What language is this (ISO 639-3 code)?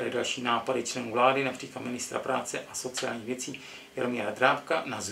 ces